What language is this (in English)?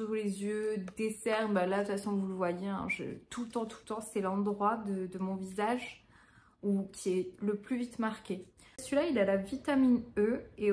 French